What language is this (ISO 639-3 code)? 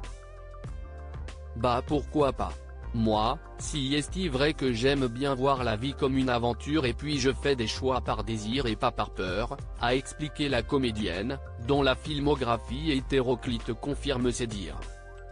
fra